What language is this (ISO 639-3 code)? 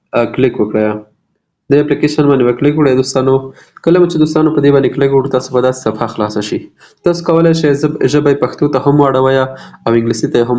pus